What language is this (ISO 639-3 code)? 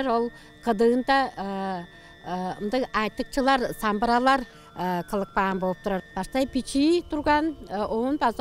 tyv